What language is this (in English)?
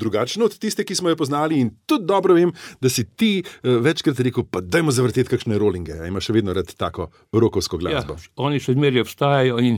Slovenian